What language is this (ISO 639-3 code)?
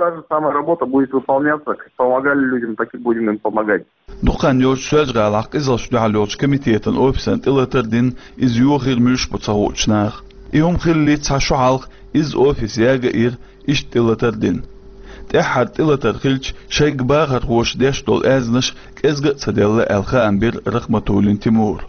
che